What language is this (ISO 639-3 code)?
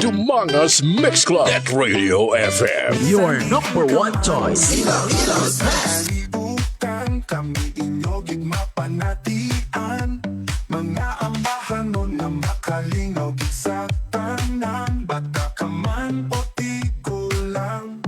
hil